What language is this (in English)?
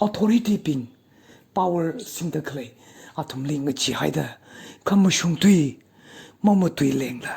Tangkhul Naga (India)